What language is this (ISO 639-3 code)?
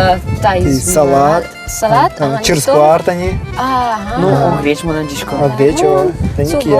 udm